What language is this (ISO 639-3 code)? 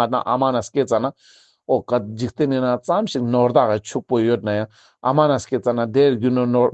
lbj